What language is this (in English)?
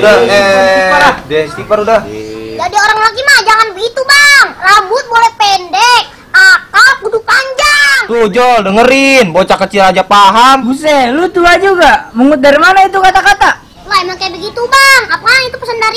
Betawi